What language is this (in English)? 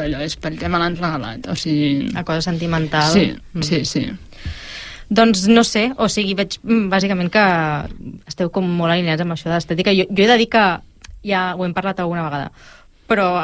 Catalan